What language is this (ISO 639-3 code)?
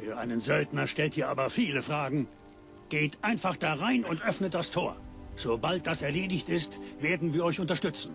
bar